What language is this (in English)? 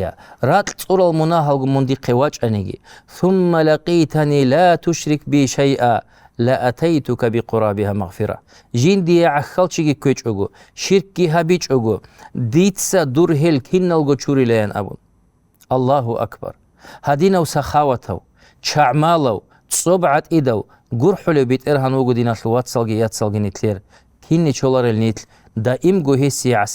Avaric